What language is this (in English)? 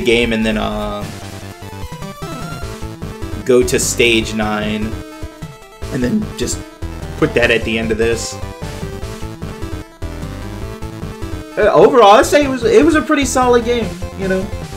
English